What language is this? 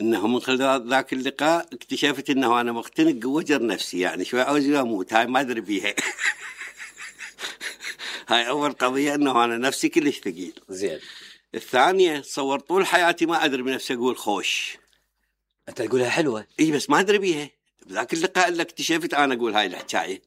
Mesopotamian Arabic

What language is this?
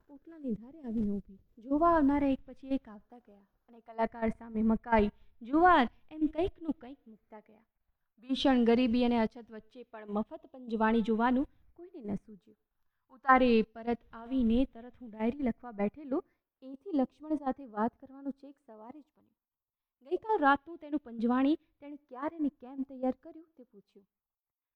Gujarati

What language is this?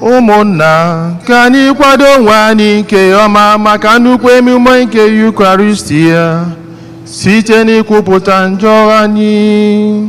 Igbo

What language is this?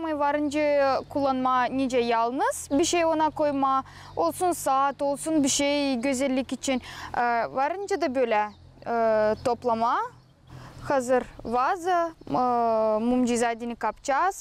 Gagauz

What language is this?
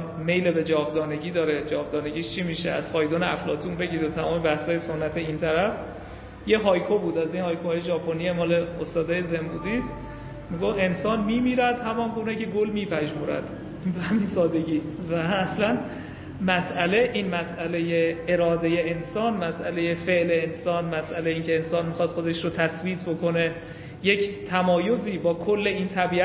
Persian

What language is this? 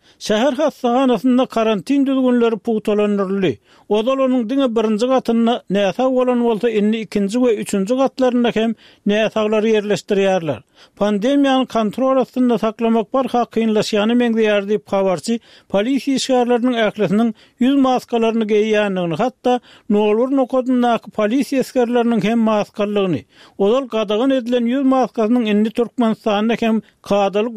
Turkmen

